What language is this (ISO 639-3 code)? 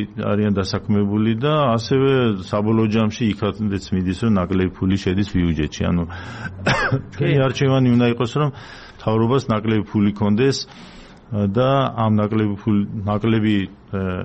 kat